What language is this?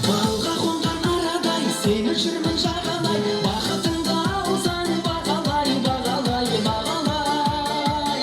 Kara-Kalpak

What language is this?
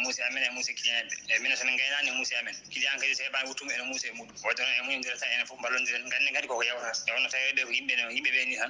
Fula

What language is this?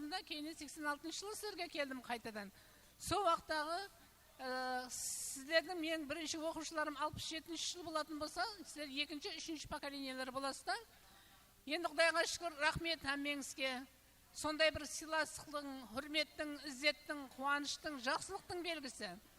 Kara-Kalpak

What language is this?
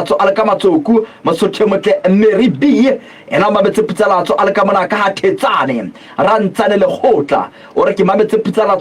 Southern Sotho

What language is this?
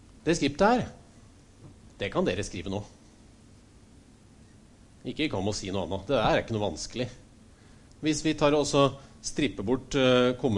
Norwegian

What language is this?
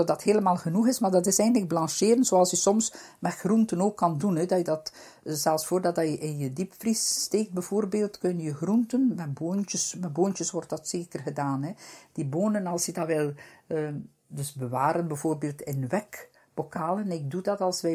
Dutch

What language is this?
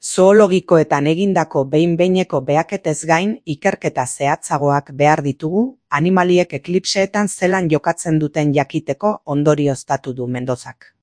Basque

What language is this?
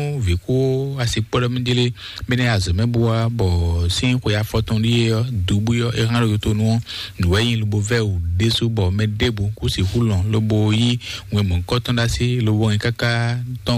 Fon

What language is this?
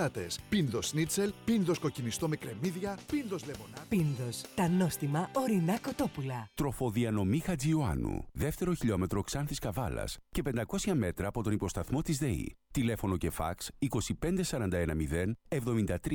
Greek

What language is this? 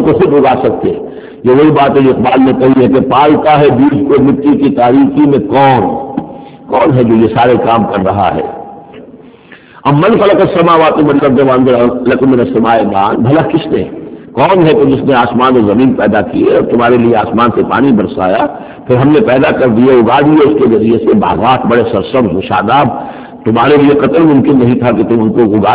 Urdu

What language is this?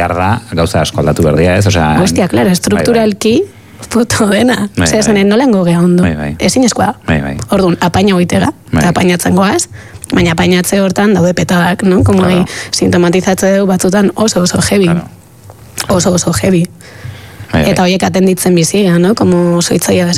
Basque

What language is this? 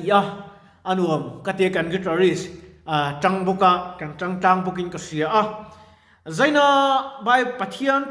Mizo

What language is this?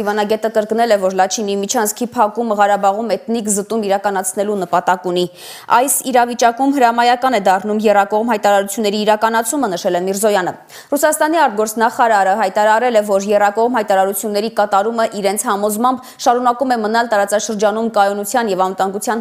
Armenian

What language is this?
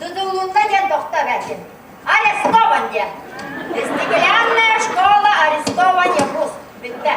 Yakut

